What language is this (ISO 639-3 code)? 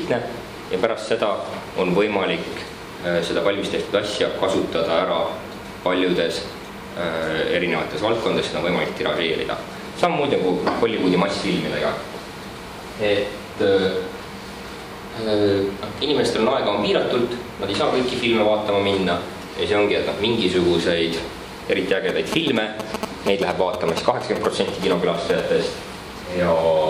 est